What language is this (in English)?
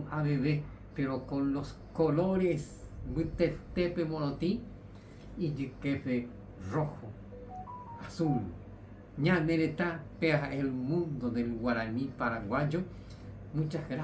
Guarani